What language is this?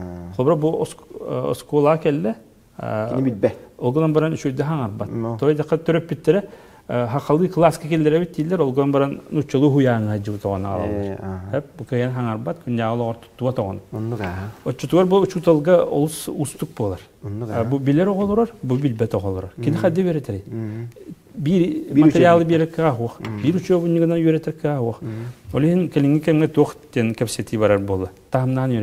Yakut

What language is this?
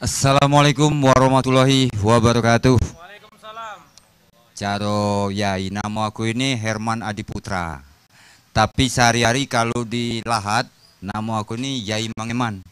Musi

